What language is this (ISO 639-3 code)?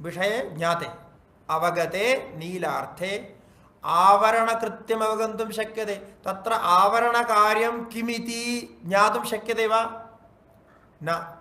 san